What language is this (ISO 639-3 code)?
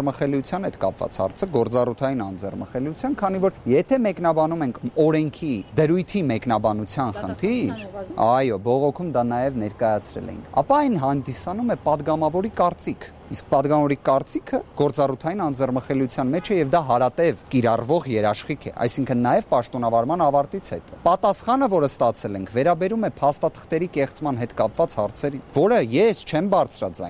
hye